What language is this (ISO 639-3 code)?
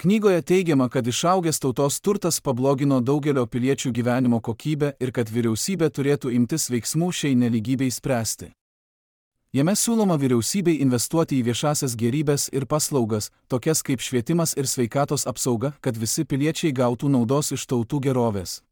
lit